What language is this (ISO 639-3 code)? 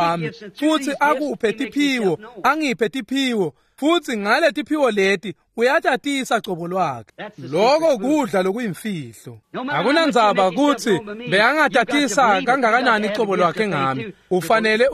ssw